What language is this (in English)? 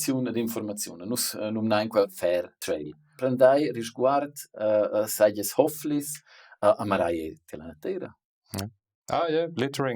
Romansh